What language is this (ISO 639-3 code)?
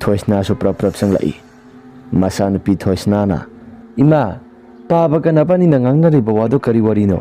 mni